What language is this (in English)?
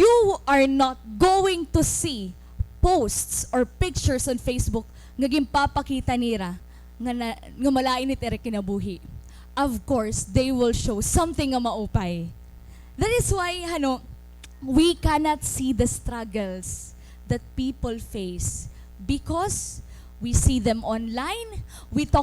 Waray